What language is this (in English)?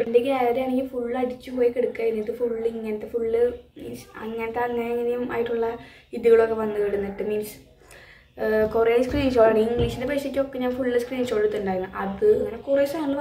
Malayalam